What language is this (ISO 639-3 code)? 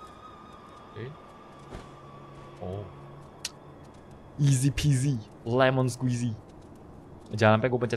ind